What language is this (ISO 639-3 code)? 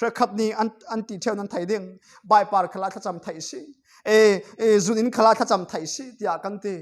cfm